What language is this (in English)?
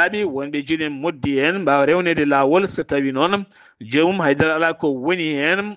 Fula